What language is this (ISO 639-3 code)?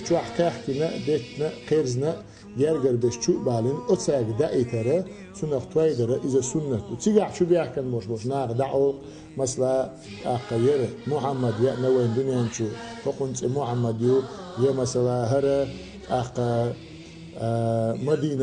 che